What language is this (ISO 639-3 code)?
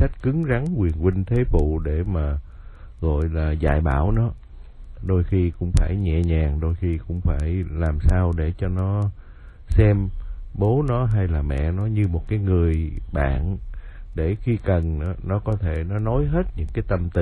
vie